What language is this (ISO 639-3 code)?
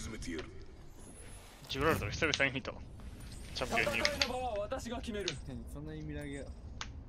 jpn